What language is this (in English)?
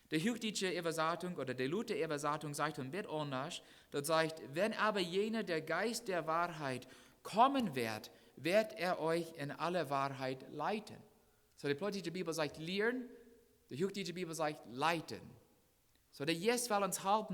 Plautdietsch